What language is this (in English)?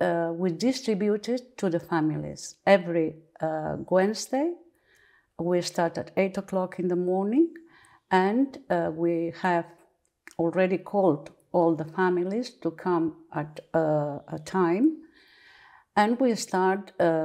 English